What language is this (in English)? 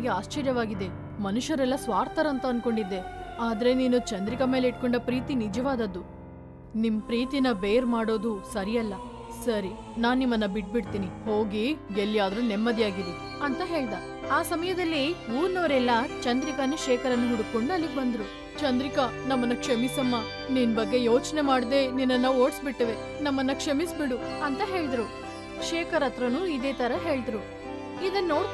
Kannada